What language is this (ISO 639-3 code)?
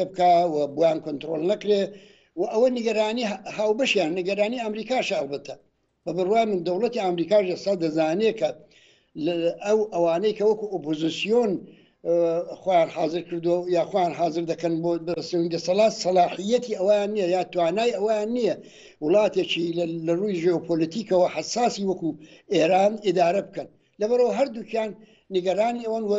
ckb